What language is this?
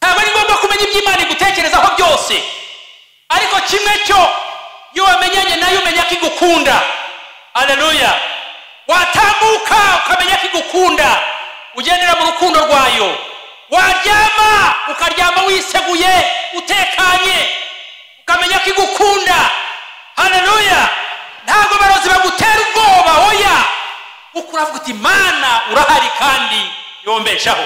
Kinyarwanda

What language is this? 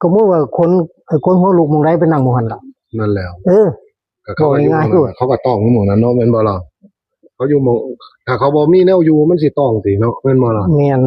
Northeastern Thai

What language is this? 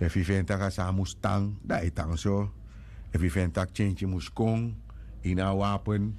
Sranan Tongo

